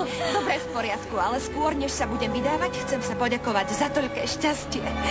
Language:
Slovak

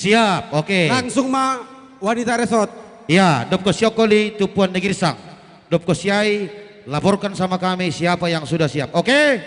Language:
Batak Simalungun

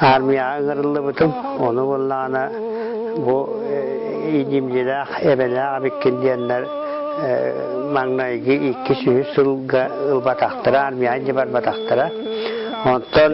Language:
Yakut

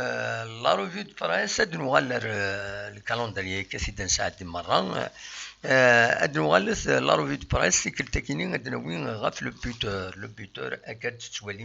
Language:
Kabyle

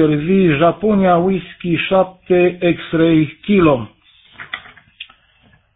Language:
Romanian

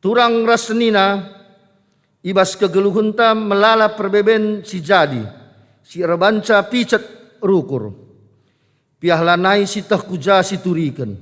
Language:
Batak Karo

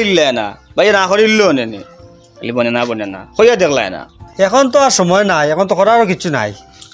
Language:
Sylheti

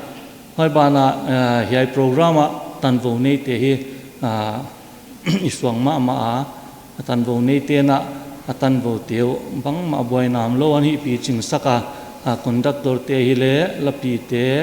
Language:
Paite Chin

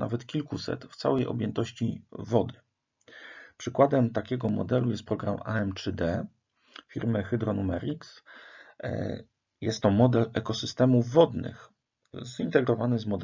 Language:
Polish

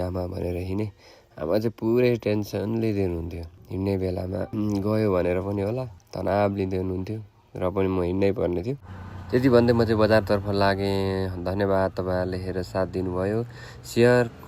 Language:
Nepali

